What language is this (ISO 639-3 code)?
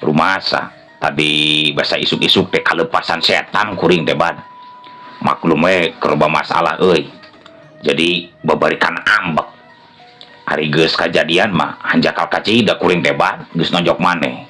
sun